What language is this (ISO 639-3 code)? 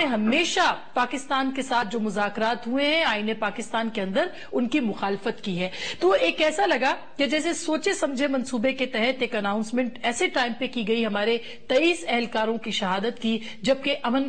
urd